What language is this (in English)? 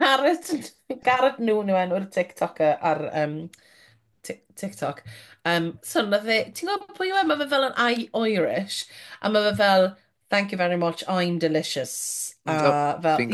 Welsh